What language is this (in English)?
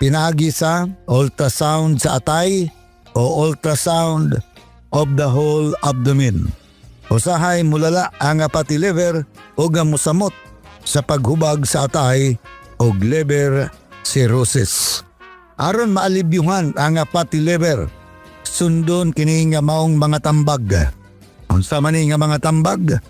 Cebuano